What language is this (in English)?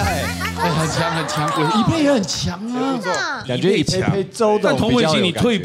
Chinese